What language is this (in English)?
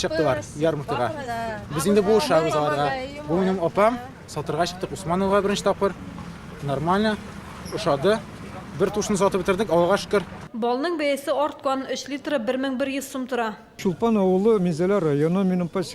Tatar